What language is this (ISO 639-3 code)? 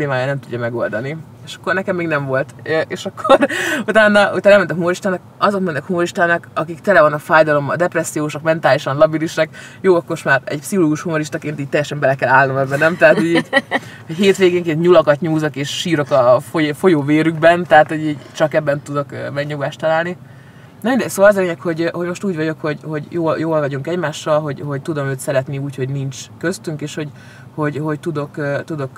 hun